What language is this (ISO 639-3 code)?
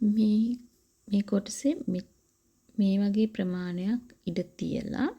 sin